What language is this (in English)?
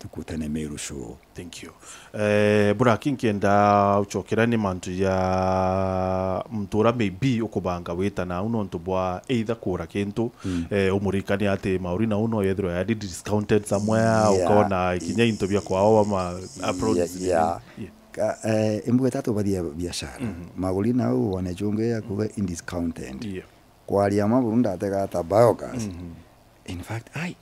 Meru